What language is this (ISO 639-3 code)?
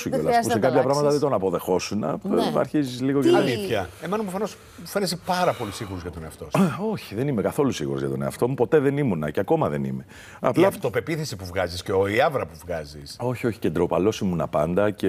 ell